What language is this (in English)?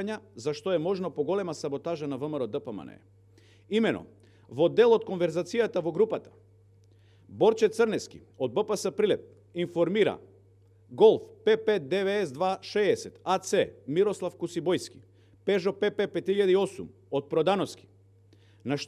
Macedonian